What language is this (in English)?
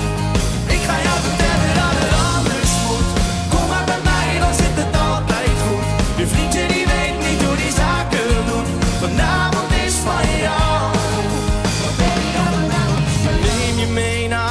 Dutch